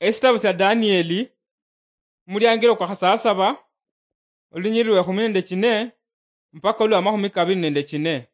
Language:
Luyia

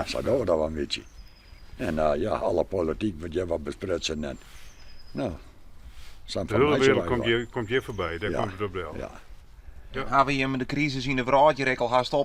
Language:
Western Frisian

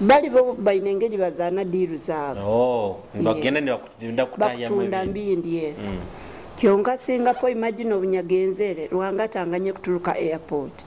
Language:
Nyoro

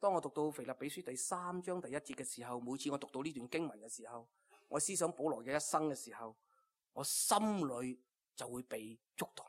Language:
Cantonese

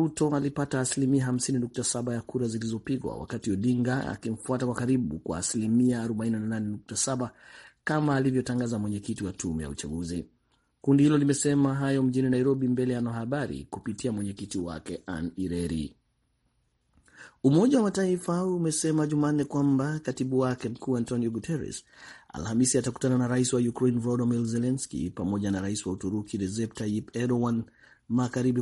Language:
Swahili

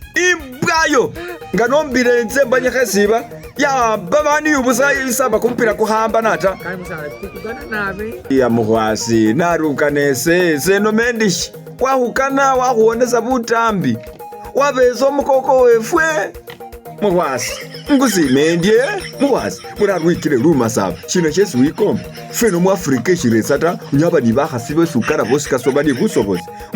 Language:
Masaaba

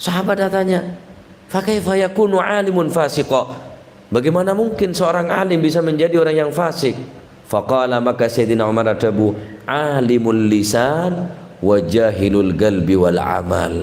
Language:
Madurese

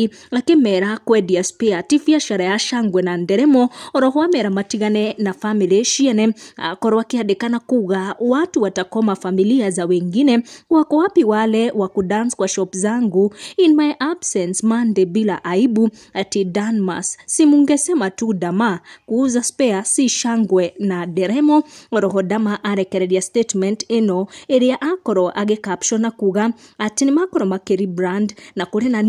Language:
Kikuyu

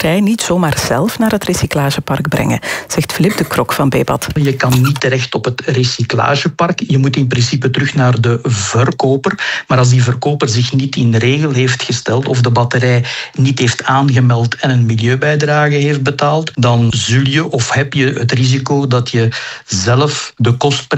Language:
Dutch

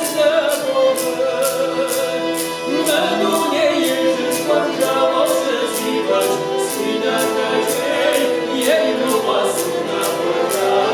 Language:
Kabardian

